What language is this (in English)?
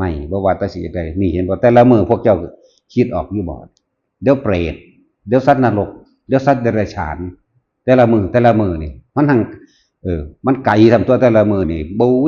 Northeastern Thai